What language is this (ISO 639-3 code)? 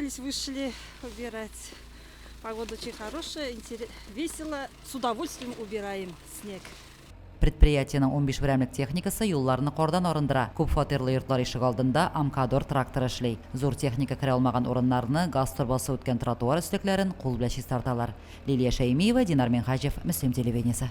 tat